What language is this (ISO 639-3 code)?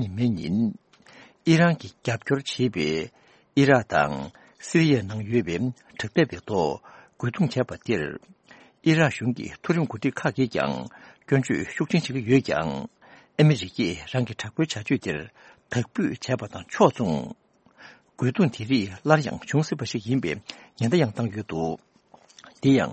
bod